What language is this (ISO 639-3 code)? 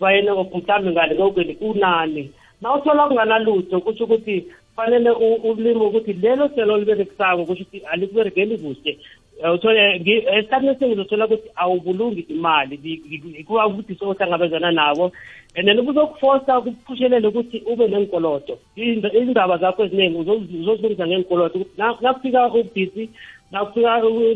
nbl